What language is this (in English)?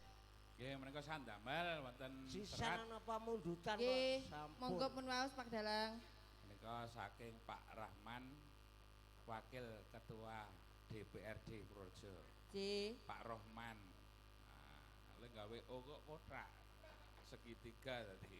Javanese